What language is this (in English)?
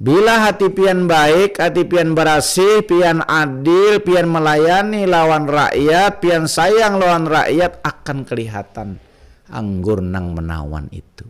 Banjar